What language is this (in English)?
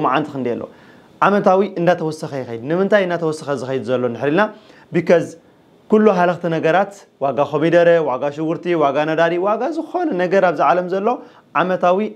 Tigrinya